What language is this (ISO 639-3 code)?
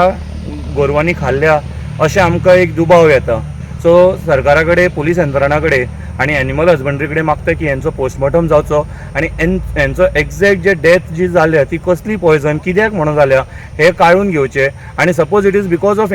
kok